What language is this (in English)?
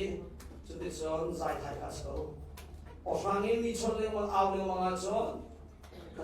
Hakha Chin